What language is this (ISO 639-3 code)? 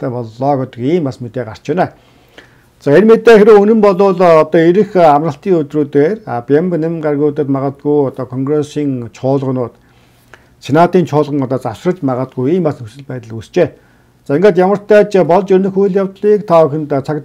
mon